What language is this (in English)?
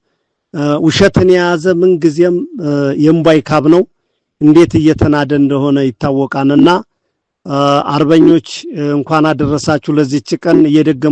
Amharic